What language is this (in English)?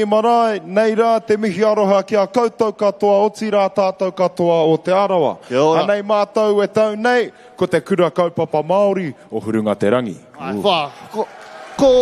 Māori